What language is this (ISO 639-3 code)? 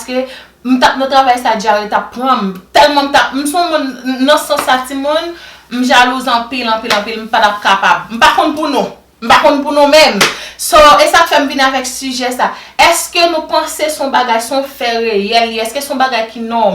hat